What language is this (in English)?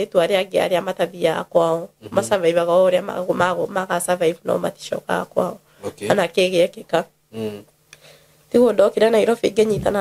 Kikuyu